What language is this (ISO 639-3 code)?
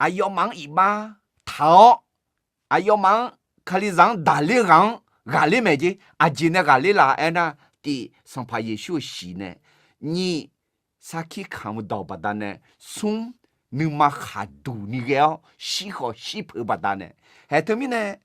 ahk